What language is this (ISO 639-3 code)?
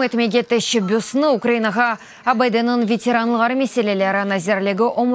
crh